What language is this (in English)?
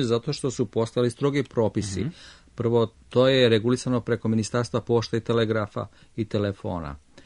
Serbian